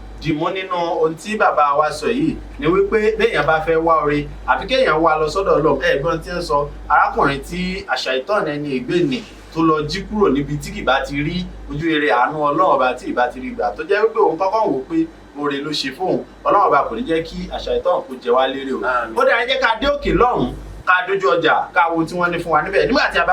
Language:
Yoruba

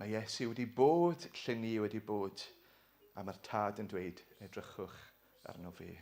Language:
Welsh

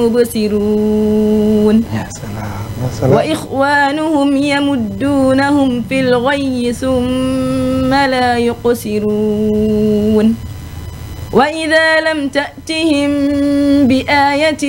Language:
Fula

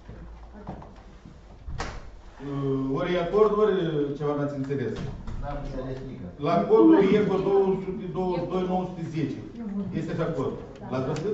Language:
Romanian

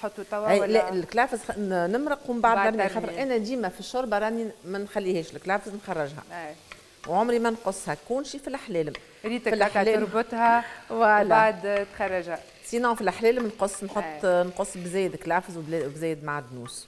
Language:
Tunisian Arabic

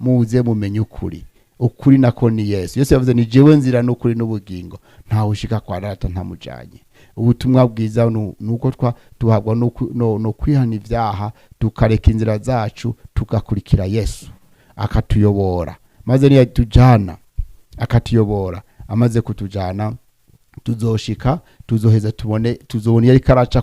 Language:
Rundi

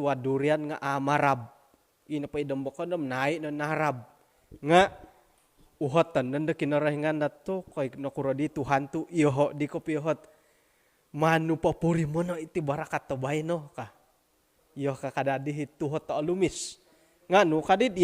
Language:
Central Dusun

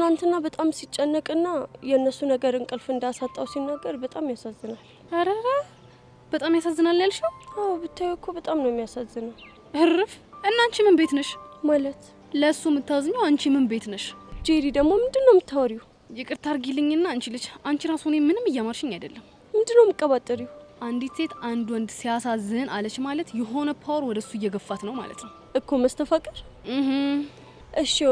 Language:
Amharic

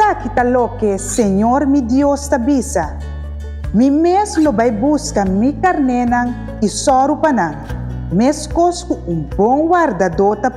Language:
Papiamento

